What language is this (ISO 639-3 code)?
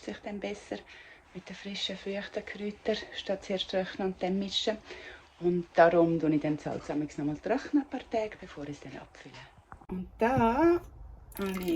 gsw